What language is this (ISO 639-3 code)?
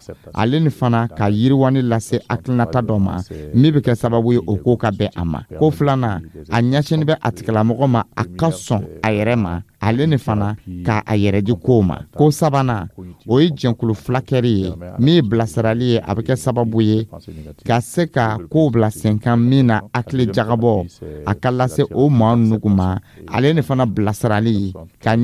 dyu